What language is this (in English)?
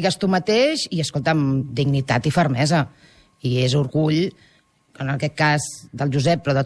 Catalan